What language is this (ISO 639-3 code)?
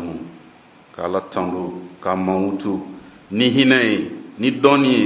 bam